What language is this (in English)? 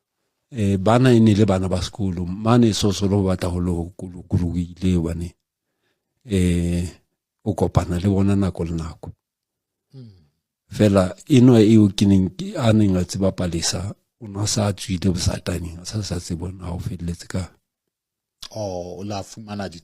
Southern Sotho